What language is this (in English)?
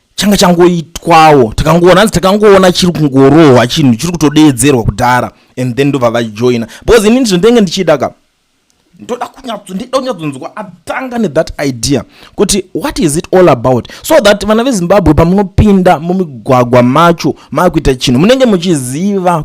Shona